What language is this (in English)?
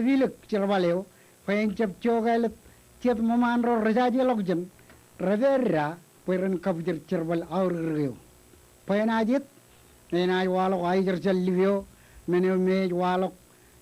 Marshallese